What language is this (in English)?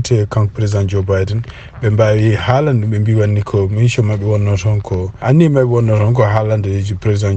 Fula